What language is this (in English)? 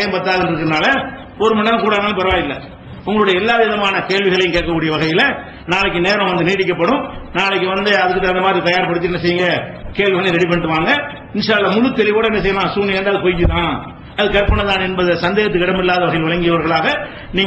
Tamil